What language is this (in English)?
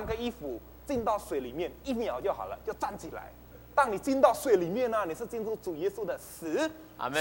Chinese